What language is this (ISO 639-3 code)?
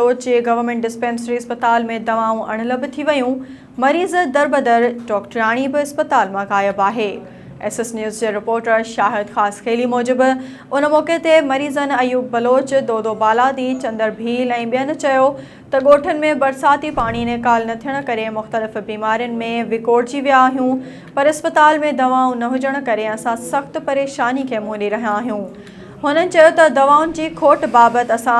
snd